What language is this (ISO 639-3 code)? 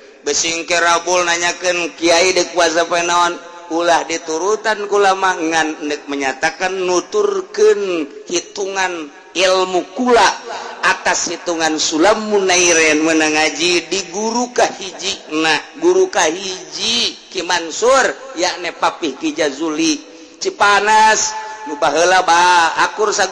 sun